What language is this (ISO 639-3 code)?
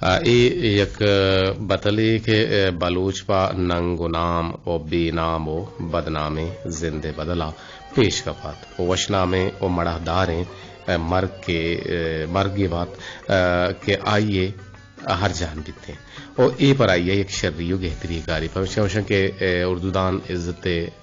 bgp